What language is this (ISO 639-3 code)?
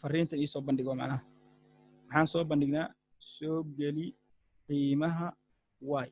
som